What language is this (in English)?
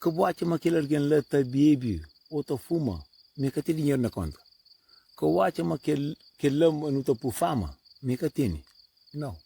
Kabuverdianu